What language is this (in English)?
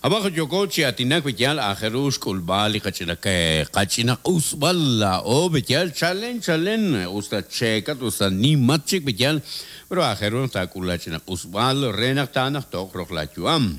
Kekchí